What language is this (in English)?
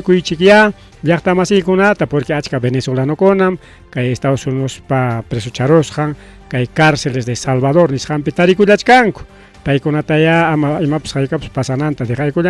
Ayacucho Quechua